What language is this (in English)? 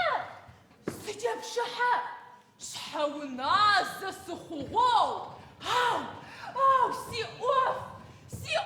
Adyghe